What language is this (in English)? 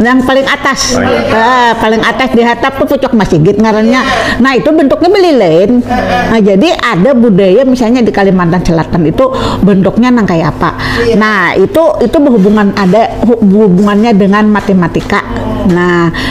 Banjar